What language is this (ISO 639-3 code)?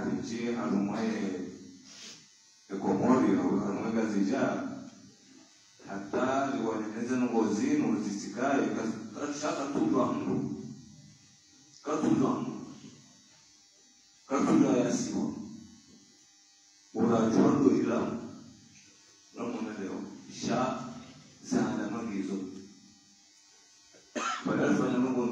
swa